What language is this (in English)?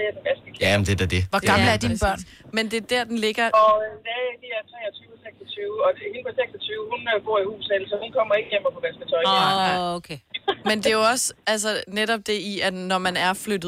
Danish